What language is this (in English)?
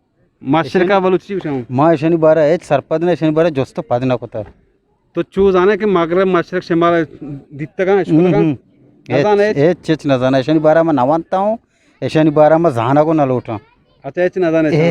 Eastern Balochi